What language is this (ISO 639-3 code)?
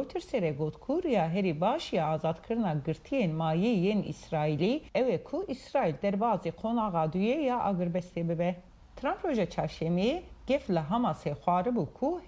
kur